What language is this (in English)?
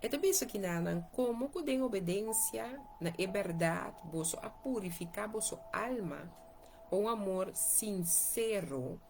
Papiamento